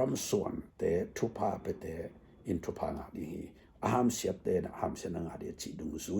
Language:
Tedim Chin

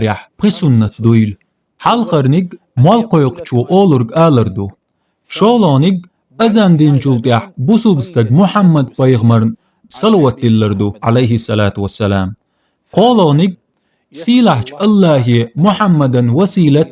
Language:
Chechen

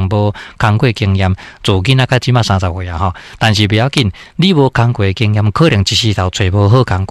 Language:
Min Nan Chinese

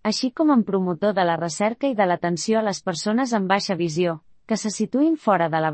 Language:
Catalan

